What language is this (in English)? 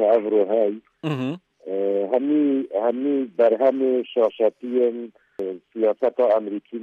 Kurdish